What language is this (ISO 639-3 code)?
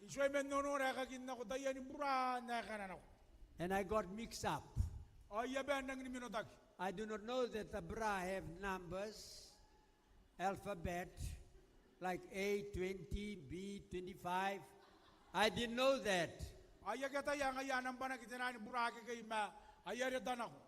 gil